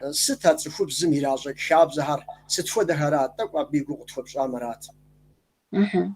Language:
Kabardian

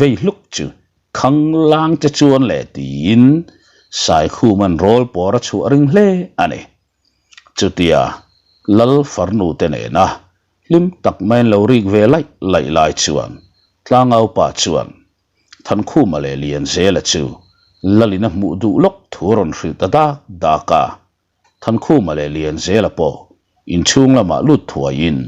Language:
Mizo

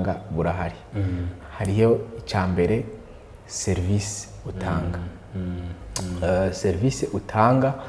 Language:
Rundi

